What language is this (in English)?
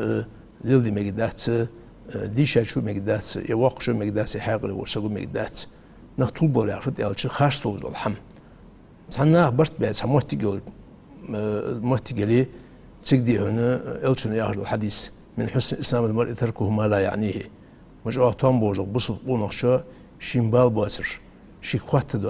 Ingush